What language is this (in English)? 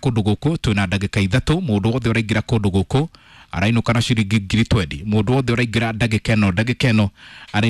Kikuyu